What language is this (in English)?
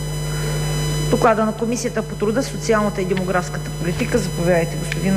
Bulgarian